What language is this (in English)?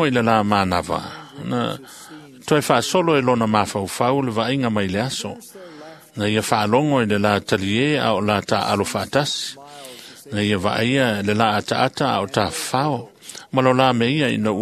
Samoan